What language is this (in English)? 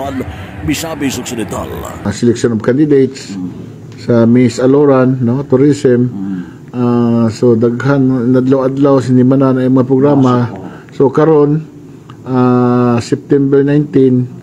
Cebuano